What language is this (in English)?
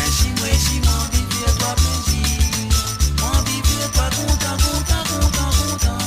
Morisyen